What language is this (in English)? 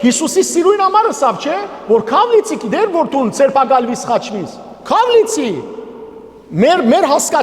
Western Armenian